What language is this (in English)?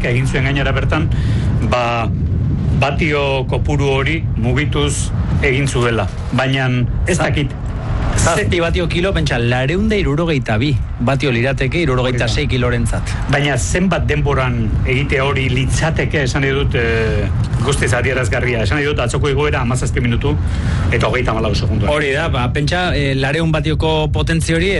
Basque